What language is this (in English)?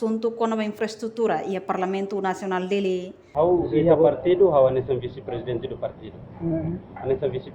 Tetum